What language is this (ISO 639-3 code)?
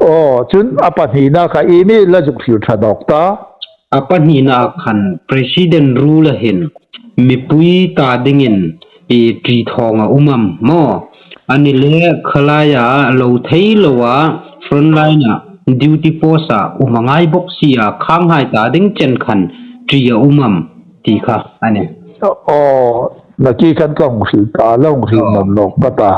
hmr